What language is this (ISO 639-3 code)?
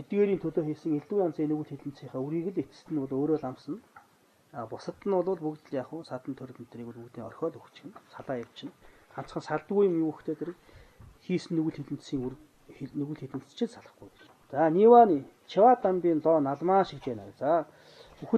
mon